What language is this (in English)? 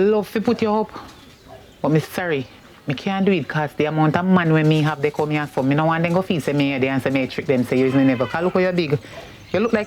Jamaican Creole English